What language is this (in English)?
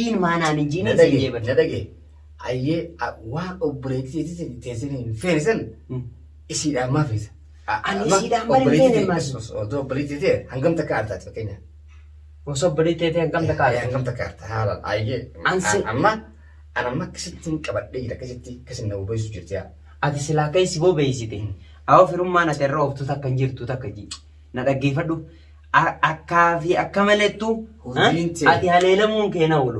Oromo